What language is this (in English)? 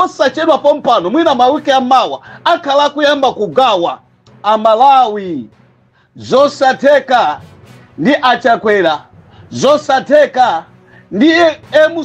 Nyanja